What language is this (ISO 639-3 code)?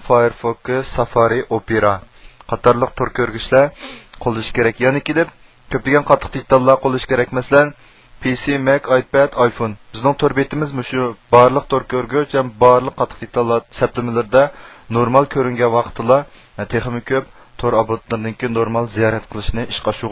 uig